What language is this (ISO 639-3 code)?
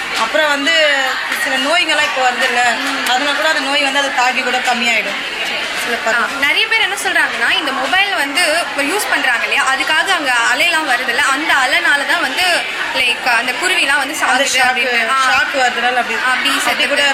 tam